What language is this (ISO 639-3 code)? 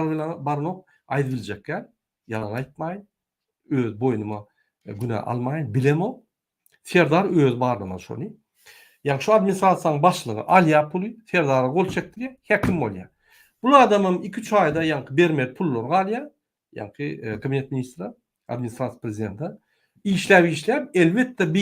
tuk